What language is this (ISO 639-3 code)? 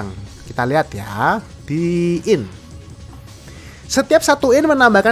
ind